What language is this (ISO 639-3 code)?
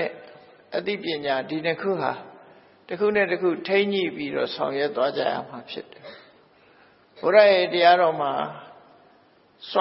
mya